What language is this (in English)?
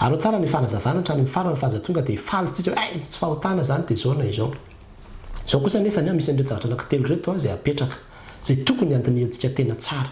Malagasy